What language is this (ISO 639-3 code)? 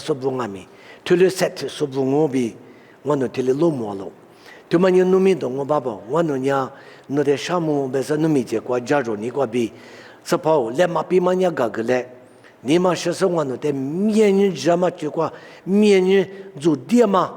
lis